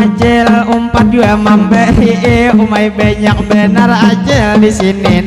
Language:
Banjar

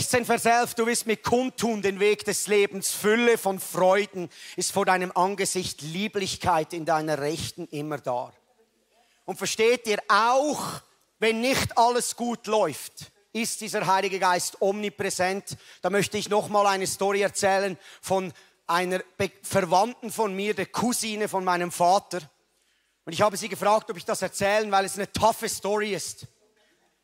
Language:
Swiss German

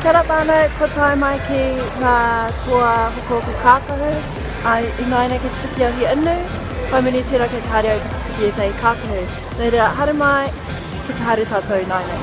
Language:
Māori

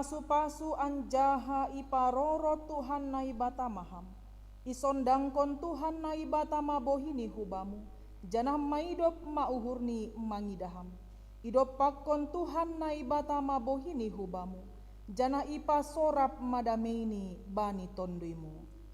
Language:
Batak Simalungun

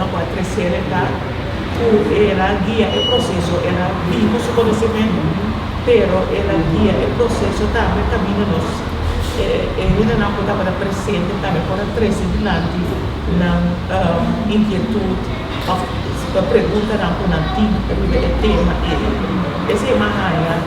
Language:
Papiamento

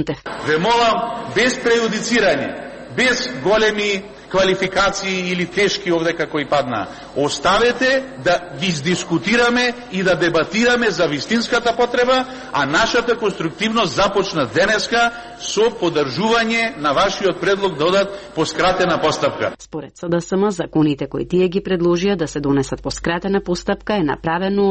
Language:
Macedonian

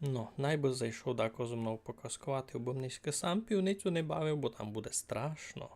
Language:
Rusyn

